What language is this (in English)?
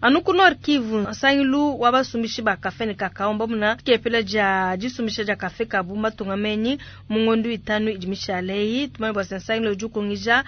Luba-Lulua